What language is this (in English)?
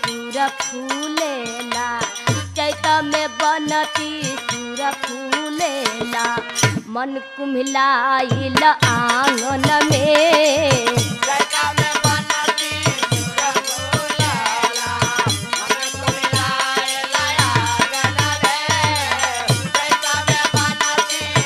Bhojpuri